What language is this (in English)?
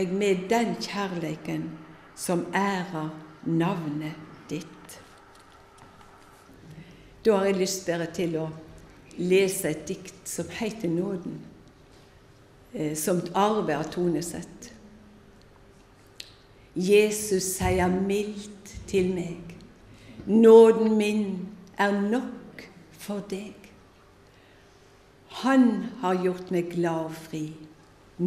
Norwegian